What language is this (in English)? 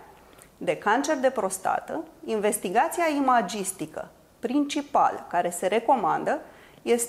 Romanian